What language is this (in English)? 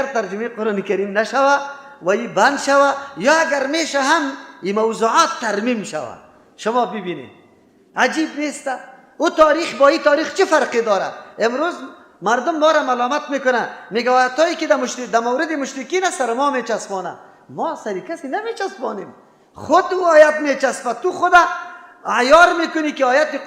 Persian